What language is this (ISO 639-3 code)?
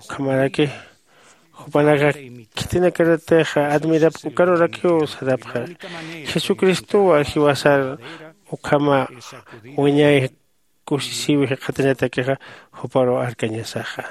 aym